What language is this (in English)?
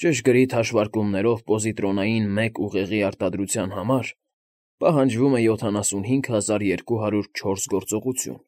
Armenian